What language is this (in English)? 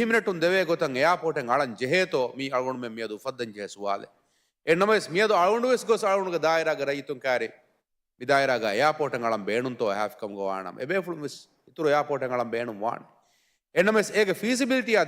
Divehi